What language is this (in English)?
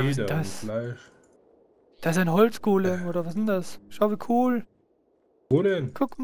German